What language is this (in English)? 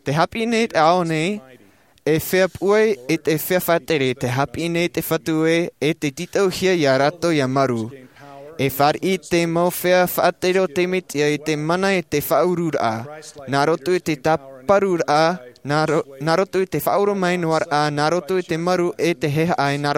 Tahitian